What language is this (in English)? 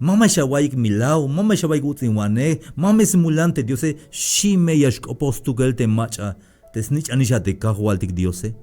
Tzeltal